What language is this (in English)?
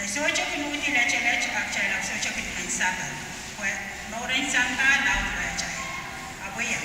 Pohnpeian